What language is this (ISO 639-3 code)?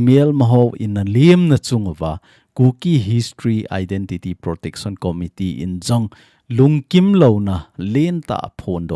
tcz